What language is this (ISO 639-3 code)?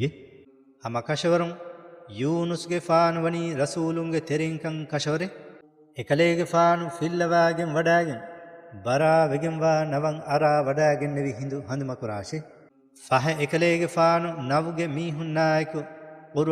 div